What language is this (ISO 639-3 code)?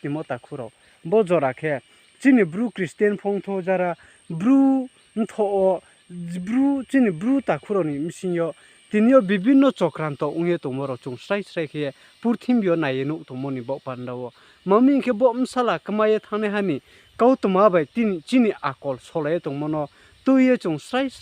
ria